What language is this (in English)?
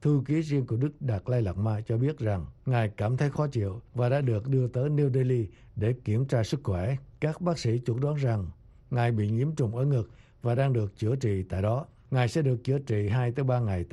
Vietnamese